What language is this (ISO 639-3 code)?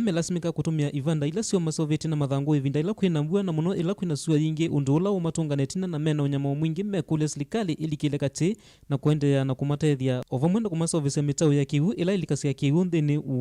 kam